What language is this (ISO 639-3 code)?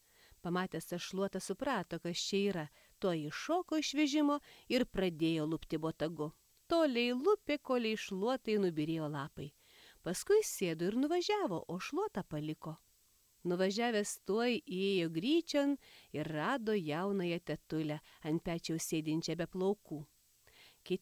lit